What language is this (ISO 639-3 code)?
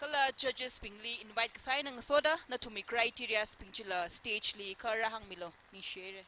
nmf